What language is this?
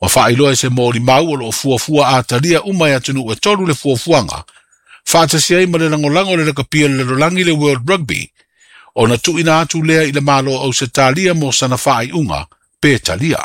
Samoan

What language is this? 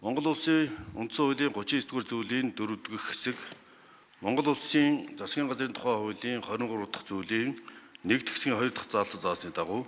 Mongolian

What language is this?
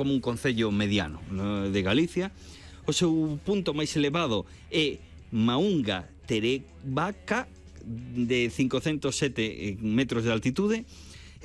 Galician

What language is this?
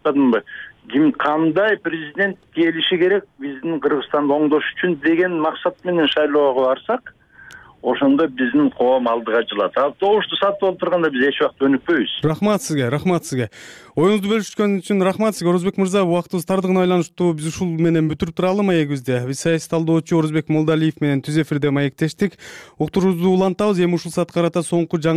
Kyrgyz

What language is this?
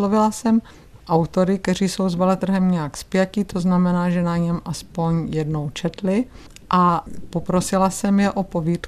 Czech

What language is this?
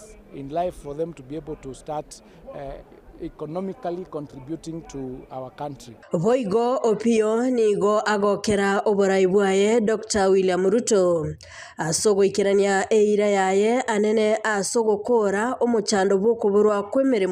Gusii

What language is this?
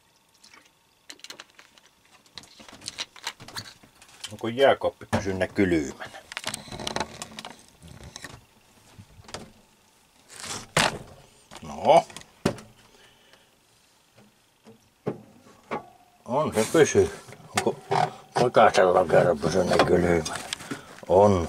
Finnish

